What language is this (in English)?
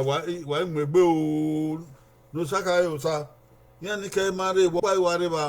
Bini